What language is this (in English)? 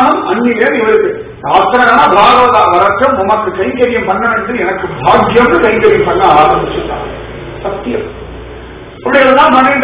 Tamil